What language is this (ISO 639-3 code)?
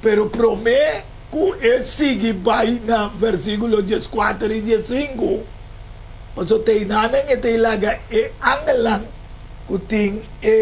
pap